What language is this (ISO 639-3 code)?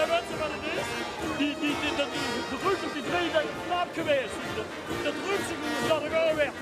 lim